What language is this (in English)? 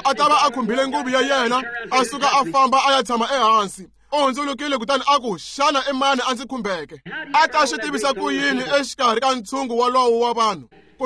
Tsonga